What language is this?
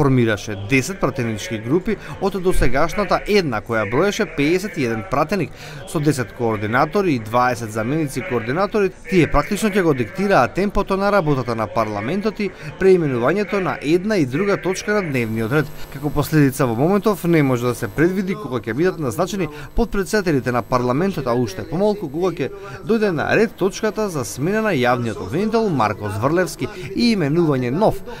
Macedonian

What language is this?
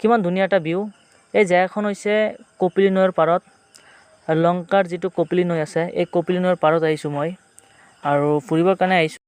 Assamese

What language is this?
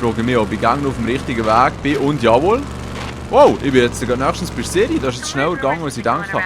Swiss German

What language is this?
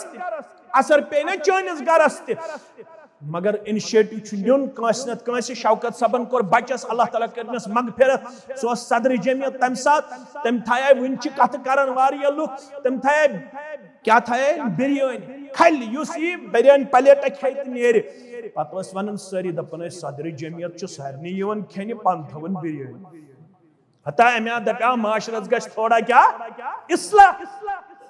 Kashmiri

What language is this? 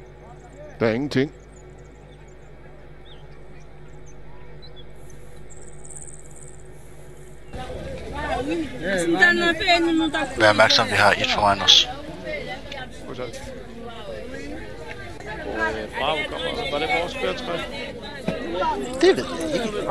Danish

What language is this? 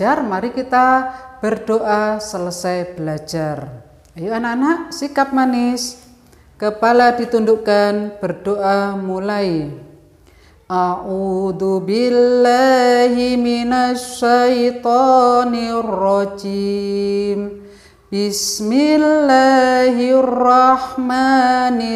Indonesian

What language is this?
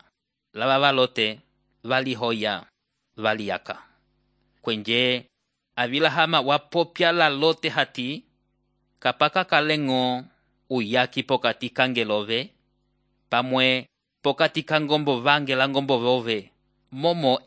Umbundu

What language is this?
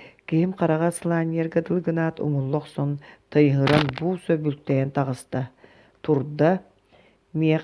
Yakut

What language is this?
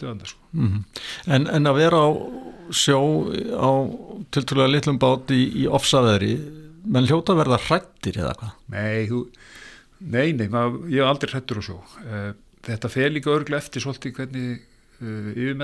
Icelandic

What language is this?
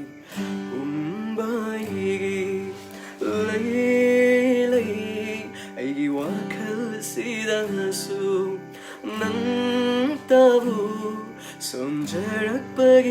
Manipuri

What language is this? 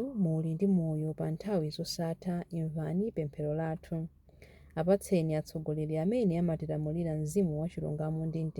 Nyanja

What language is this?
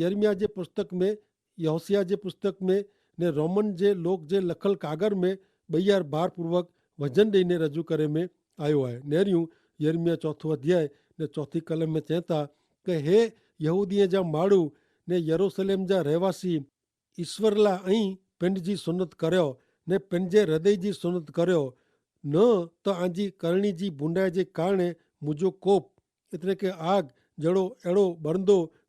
Kachhi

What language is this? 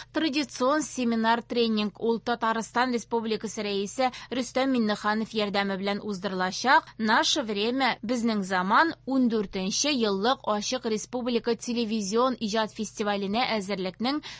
Tatar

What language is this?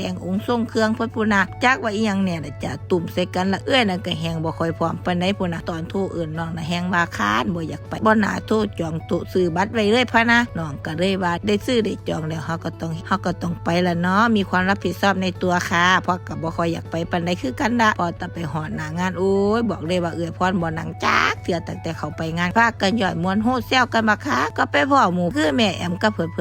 Northeastern Thai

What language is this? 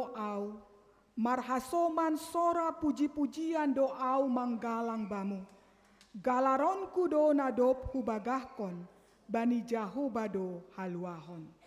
Batak Simalungun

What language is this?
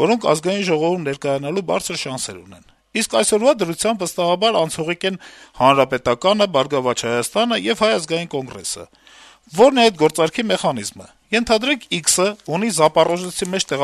Armenian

